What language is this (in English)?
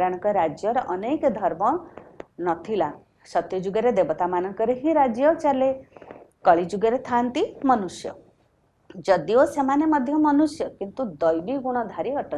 Odia